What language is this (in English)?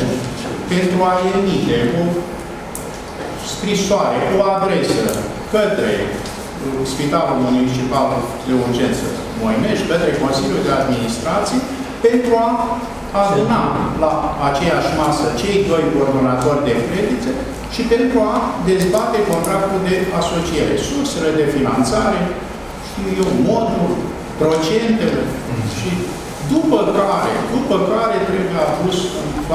Romanian